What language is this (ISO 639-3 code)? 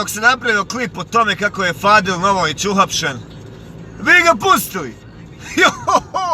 bos